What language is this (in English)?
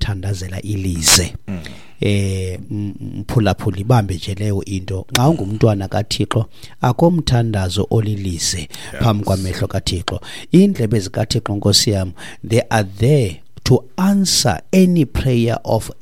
Xhosa